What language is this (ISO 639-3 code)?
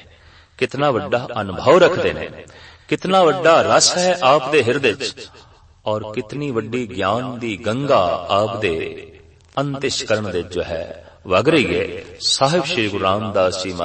pan